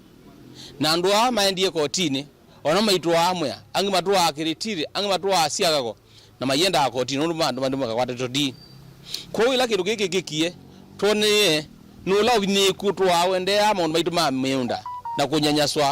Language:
Kamba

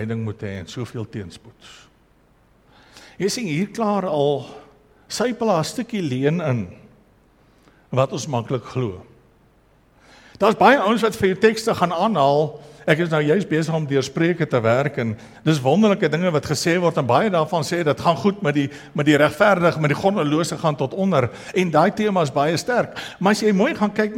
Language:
Afrikaans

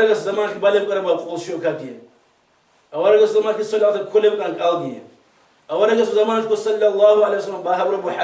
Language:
Avaric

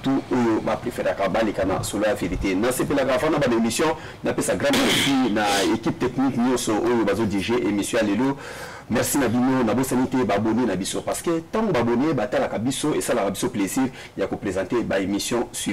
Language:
Lingala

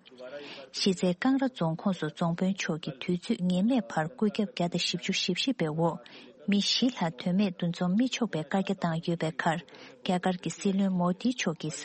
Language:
Tibetan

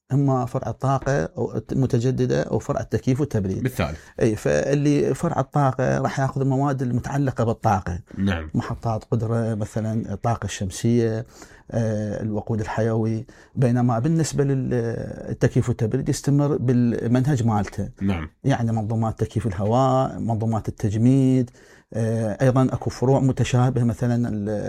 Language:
Mesopotamian Arabic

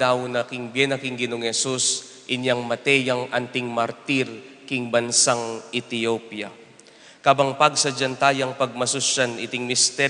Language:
Pampanga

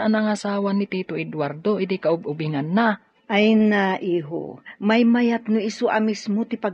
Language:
Iloko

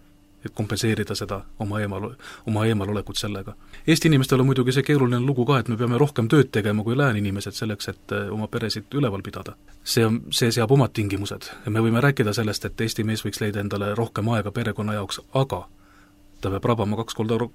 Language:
Estonian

